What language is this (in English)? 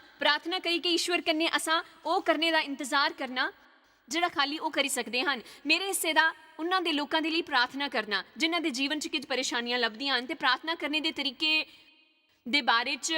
Dogri